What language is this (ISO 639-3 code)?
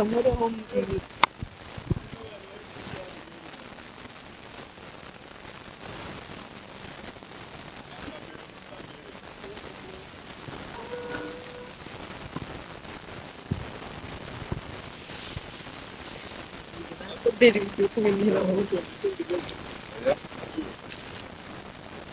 kin